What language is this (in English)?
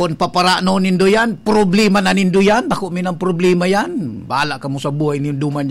Bikol